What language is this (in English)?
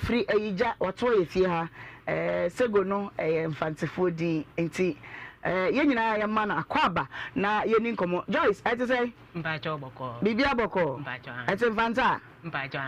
Akan